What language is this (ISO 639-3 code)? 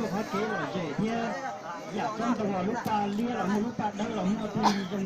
hmn